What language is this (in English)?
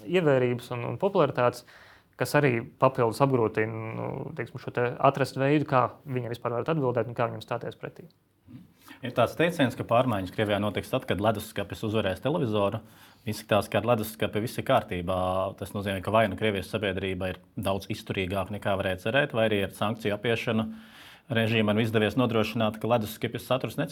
Latvian